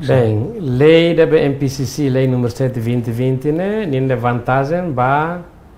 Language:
Tetum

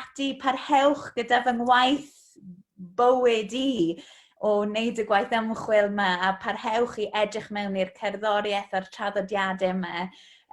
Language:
Welsh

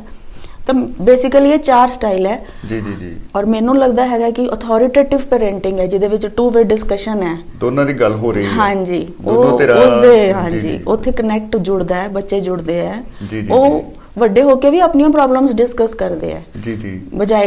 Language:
Punjabi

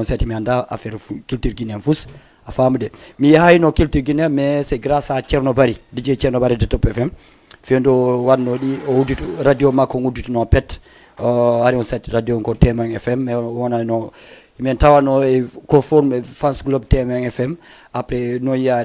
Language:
Fula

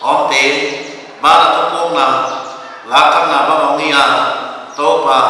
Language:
Paite Chin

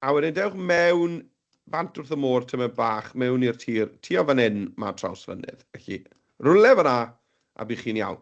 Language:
Welsh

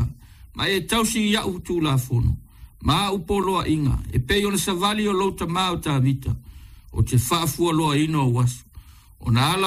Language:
Samoan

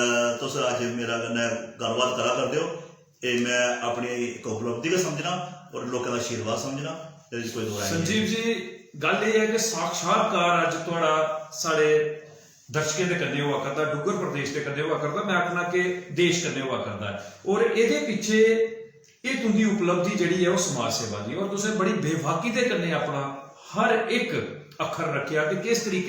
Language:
Dogri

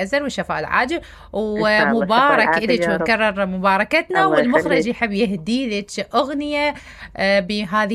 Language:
Mesopotamian Arabic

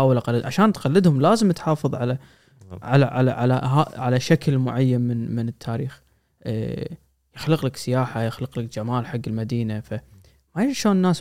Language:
Gulf Arabic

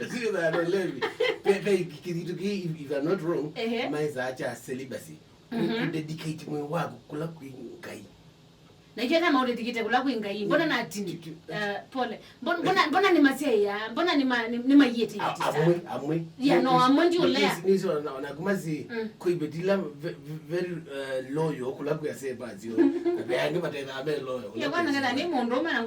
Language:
Kamba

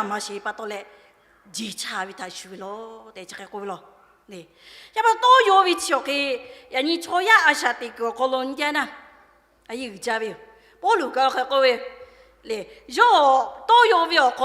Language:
Lahu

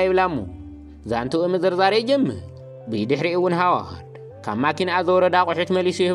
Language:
Tigrinya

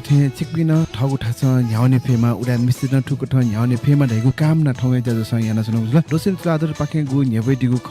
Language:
Newari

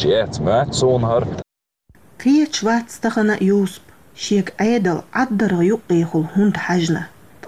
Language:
Chechen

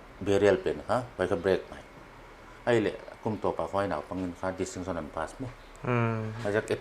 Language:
Paite Chin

